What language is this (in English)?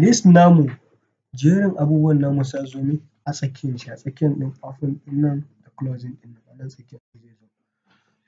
Hausa